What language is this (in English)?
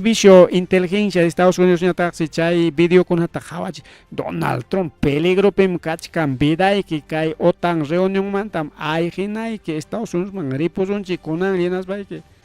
Ayacucho Quechua